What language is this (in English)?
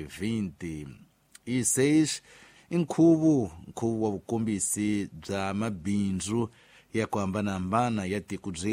Tsonga